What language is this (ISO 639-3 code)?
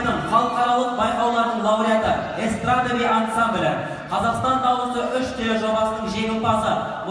kaz